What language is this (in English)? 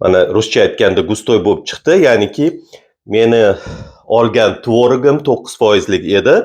Uzbek